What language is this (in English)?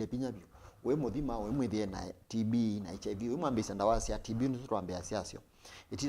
Kamba